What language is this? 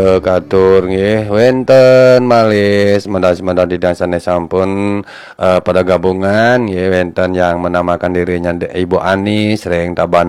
Balinese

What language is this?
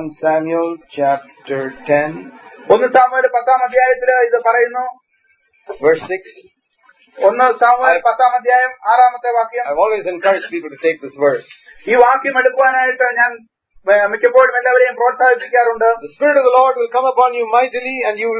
Malayalam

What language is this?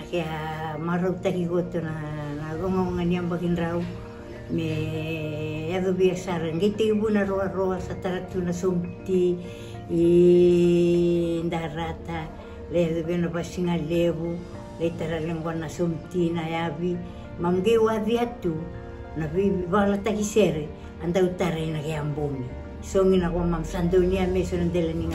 Fijian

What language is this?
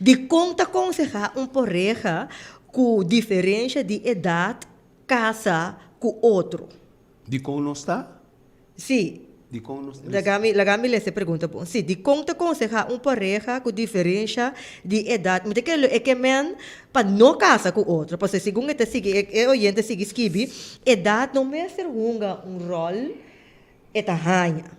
Papiamento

